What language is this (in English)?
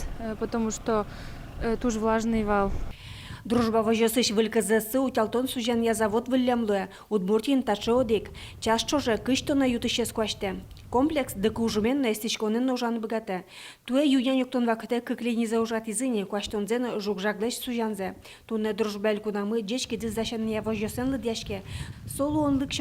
Udmurt